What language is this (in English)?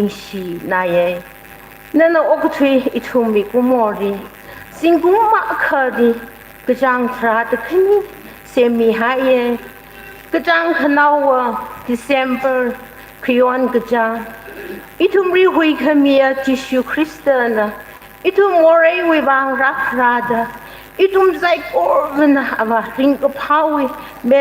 Tangkhul Naga (India)